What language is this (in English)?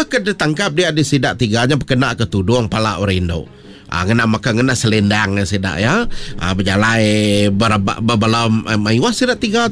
Iban